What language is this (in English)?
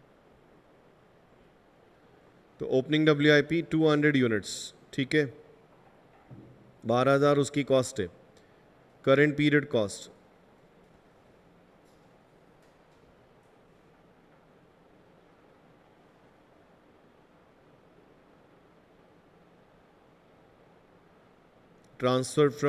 Hindi